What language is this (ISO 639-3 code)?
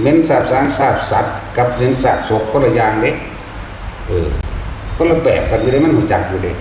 tts